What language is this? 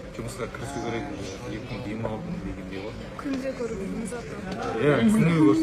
Kazakh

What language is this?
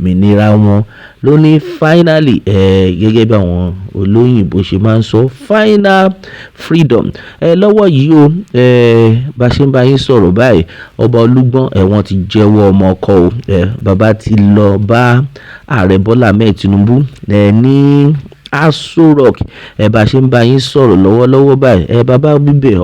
Yoruba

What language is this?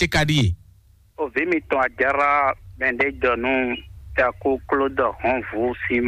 Fon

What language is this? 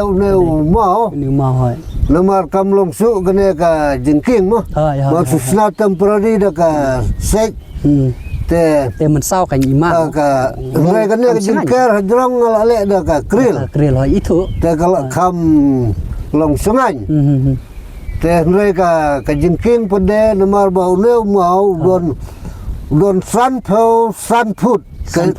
Khasi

